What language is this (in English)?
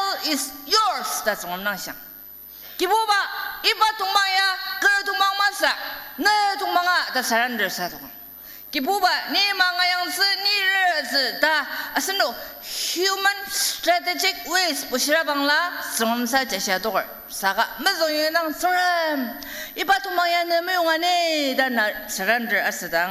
Ao Naga